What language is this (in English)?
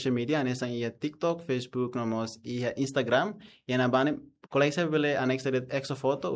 Tetum